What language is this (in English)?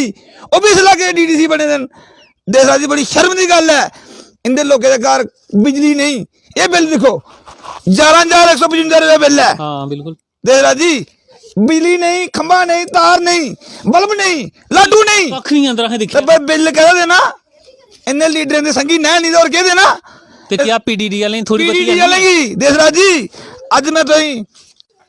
Dogri